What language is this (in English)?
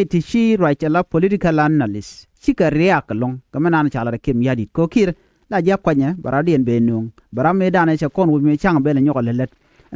Nuer